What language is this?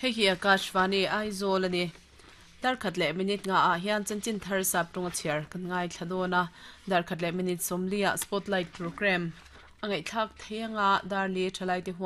Mizo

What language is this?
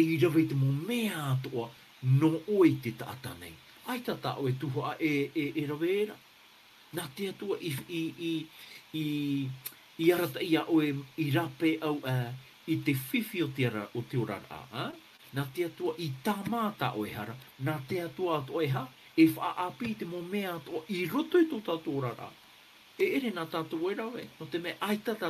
Tahitian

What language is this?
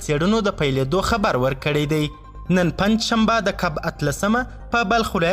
Pashto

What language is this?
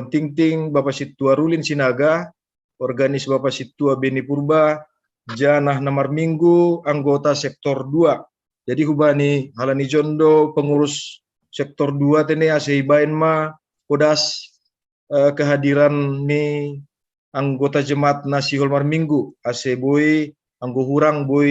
Batak Simalungun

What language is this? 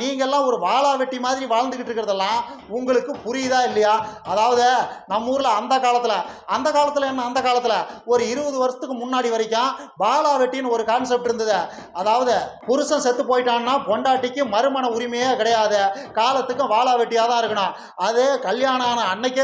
Tamil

